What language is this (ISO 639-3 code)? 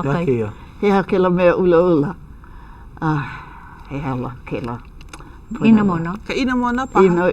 haw